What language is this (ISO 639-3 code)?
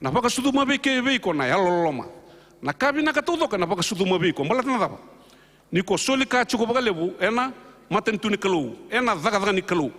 fij